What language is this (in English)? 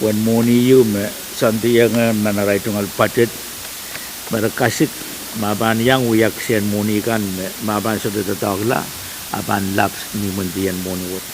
Pohnpeian